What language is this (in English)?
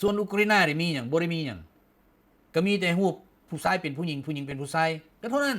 Lao